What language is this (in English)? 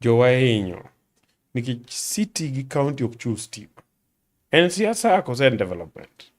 Luo (Kenya and Tanzania)